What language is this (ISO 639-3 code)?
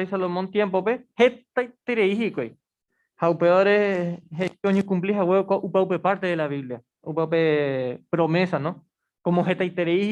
grn